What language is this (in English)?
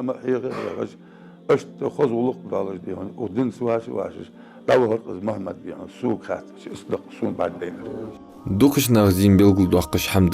Ingush